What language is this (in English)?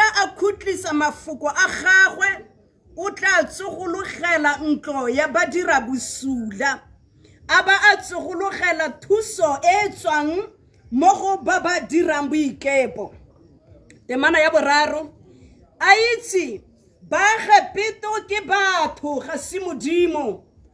Tswana